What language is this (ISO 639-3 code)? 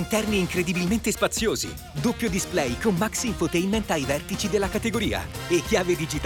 ita